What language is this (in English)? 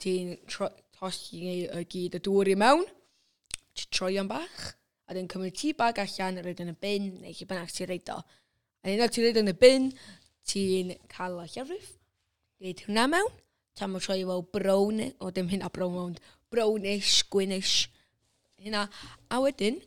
Welsh